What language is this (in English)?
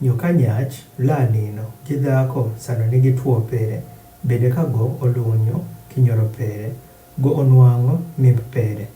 Adhola